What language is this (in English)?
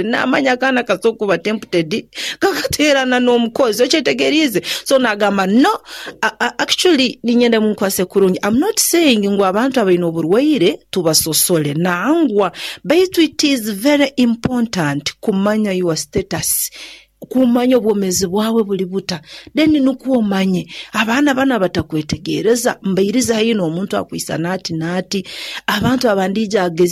Nyoro